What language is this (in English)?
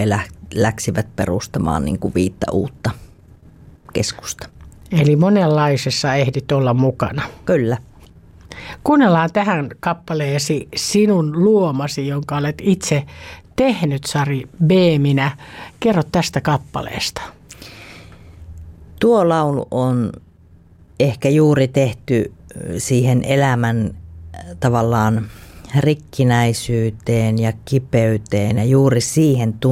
Finnish